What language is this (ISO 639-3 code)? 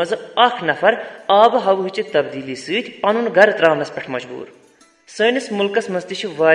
kas